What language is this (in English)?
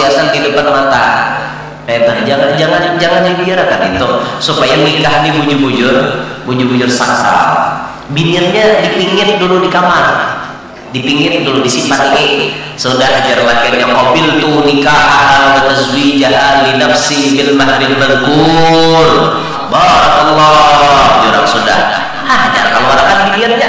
Banjar